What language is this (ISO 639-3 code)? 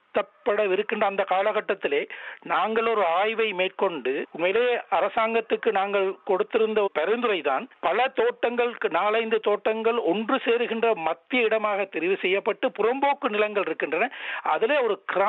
tam